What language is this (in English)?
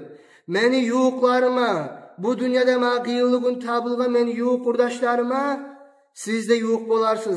Kumyk